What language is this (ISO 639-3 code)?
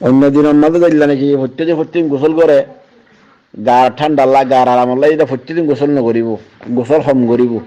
rhg